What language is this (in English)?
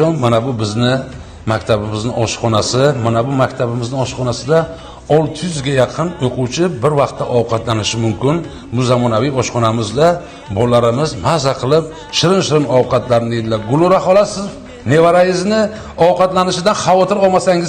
Uzbek